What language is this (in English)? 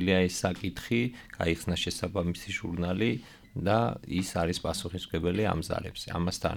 Georgian